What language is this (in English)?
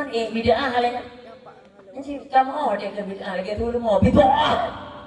Achinese